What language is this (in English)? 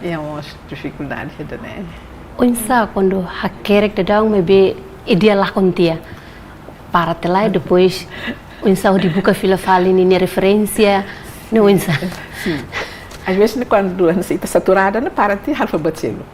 Tetum